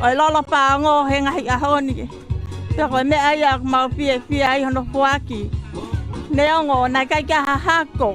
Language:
Tongan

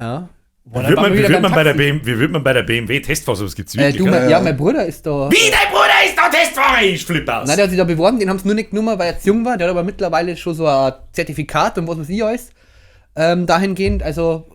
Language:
Bavarian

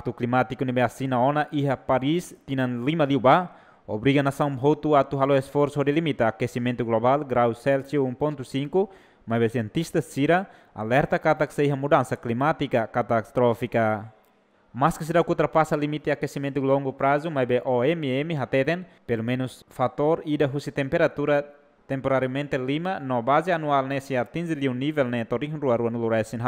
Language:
Tetum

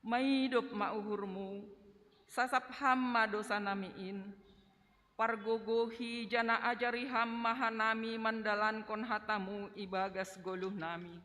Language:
Batak Simalungun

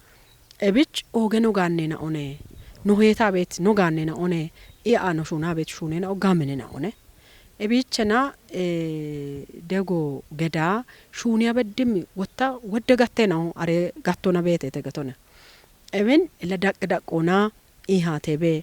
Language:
Kafa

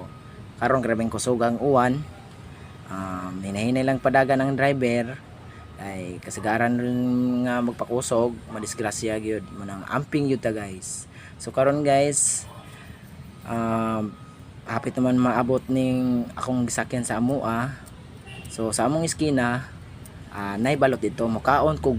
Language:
Cebuano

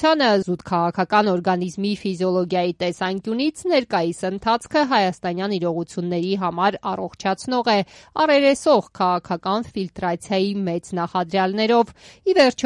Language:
Armenian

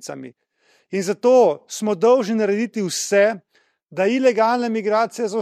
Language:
Slovenian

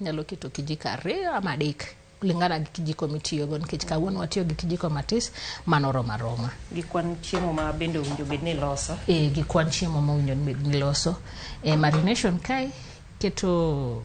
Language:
Luo (Kenya and Tanzania)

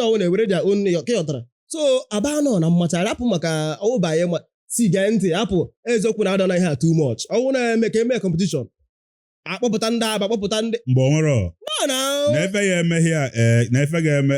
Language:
Igbo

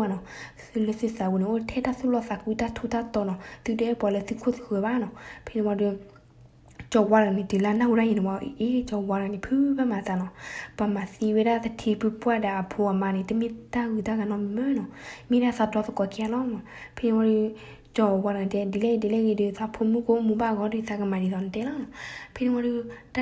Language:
S'gaw Karen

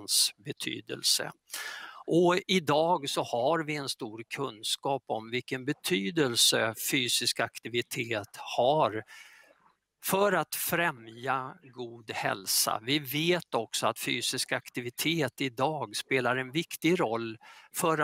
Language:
Swedish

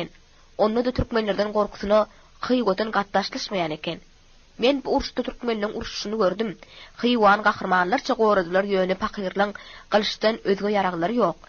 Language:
Turkmen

